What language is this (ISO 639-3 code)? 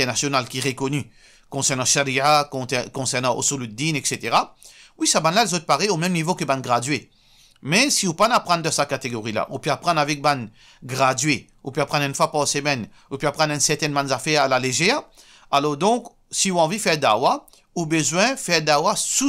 mfe